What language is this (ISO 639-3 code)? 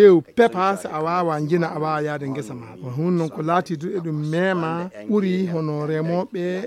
ful